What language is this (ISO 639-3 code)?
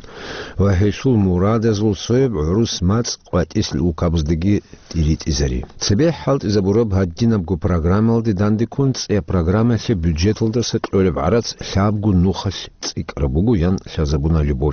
ava